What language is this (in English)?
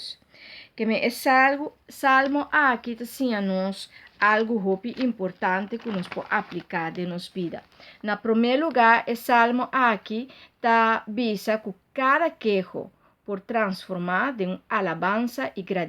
Papiamento